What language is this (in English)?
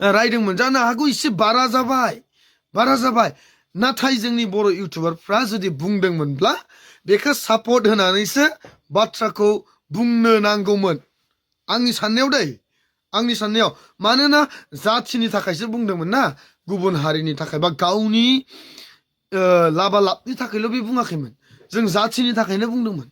Bodo